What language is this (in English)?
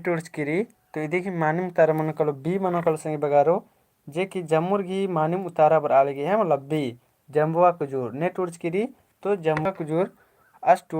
Kurukh